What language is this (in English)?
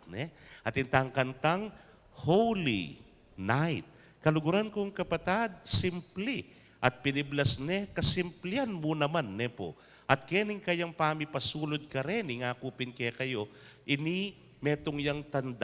Pampanga